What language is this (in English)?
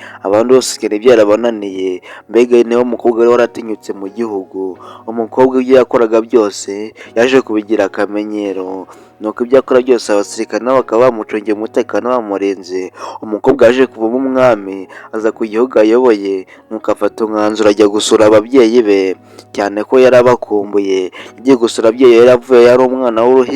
Kinyarwanda